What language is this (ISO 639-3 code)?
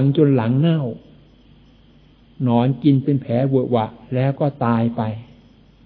tha